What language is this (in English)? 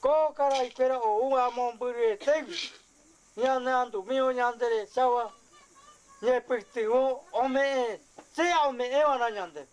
Guarani